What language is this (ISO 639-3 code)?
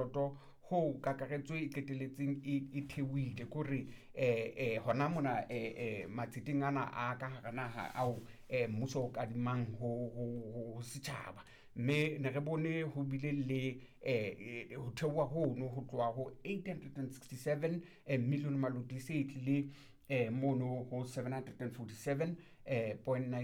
sot